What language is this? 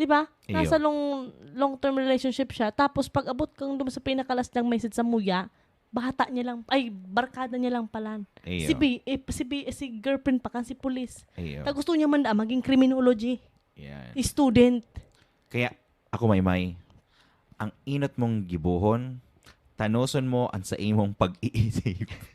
Bikol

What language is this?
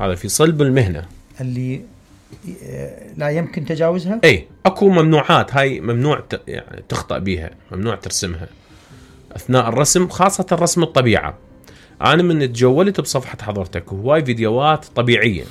Mesopotamian Arabic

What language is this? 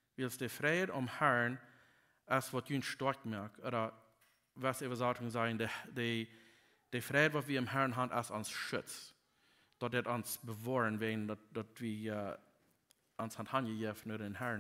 Plautdietsch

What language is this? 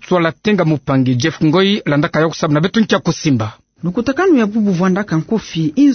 Kituba (Democratic Republic of Congo)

